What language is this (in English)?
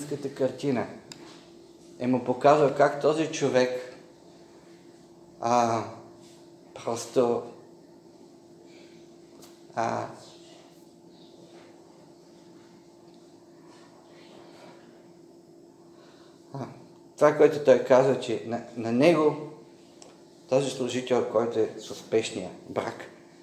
Bulgarian